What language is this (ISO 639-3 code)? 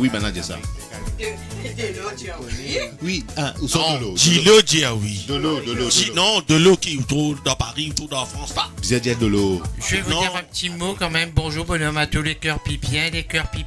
mfe